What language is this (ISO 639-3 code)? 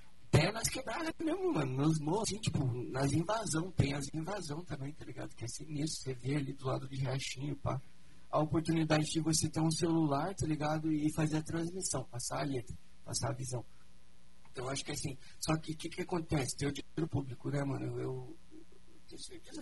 por